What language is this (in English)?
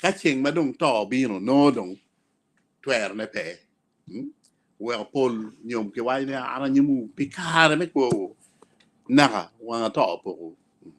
Acoli